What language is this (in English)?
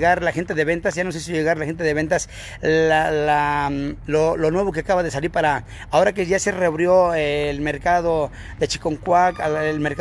Spanish